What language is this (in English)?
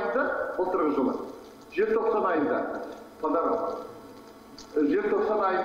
Kazakh